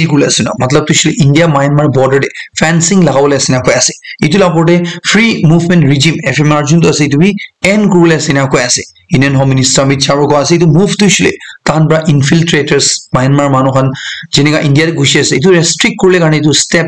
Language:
Naga Pidgin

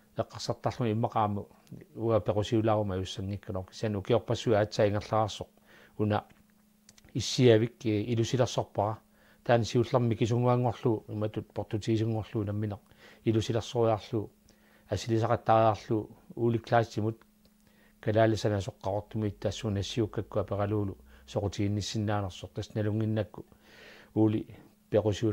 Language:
Kalaallisut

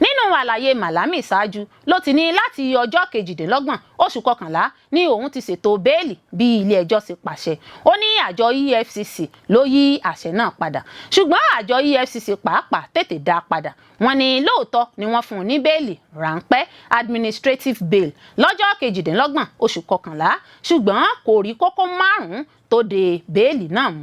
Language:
Yoruba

